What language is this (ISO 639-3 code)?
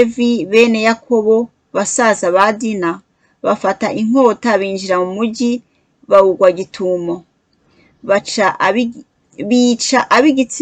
kin